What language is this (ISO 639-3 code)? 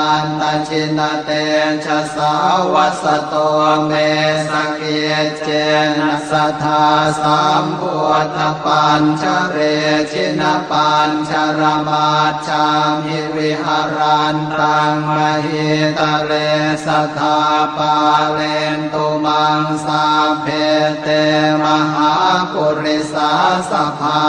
pli